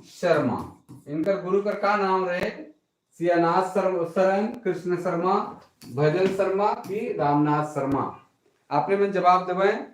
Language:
Sadri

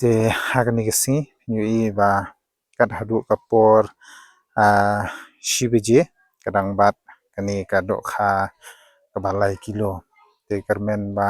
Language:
Khasi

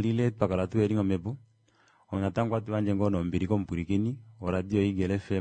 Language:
Kuanyama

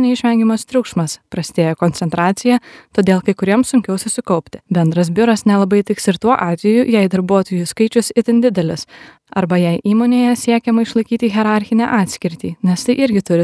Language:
Lithuanian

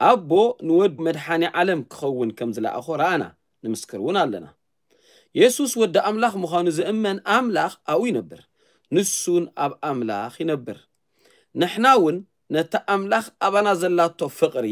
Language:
Tigrinya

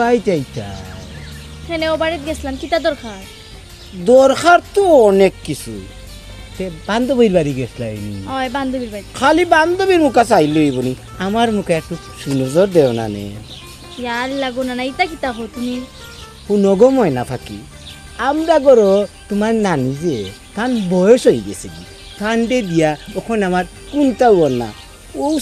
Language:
Sylheti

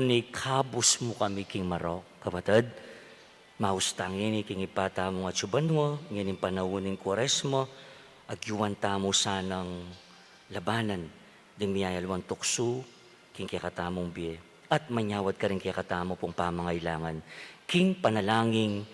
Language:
Pampanga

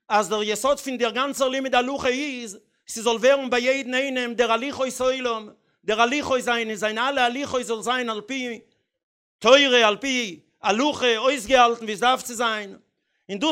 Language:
Yiddish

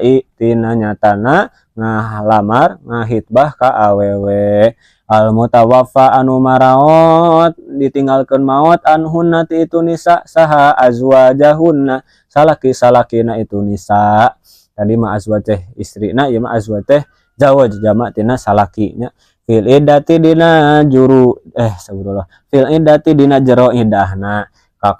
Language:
Sundanese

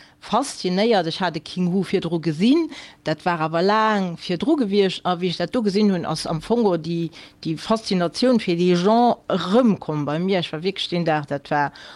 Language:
Luxembourgish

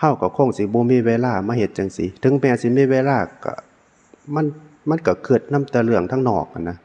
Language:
Northeastern Thai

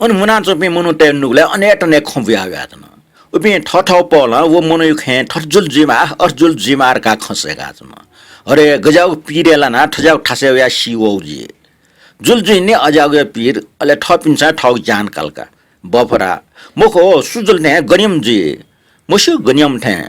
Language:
Newari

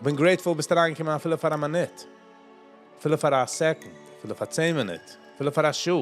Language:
Yiddish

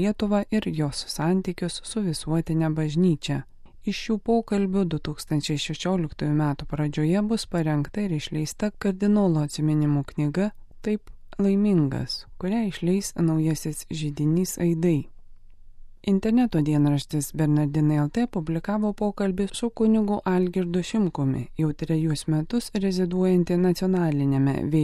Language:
Lithuanian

